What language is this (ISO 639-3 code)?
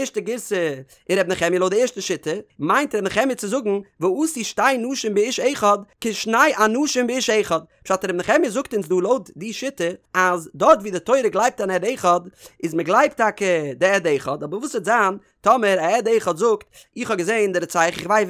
yid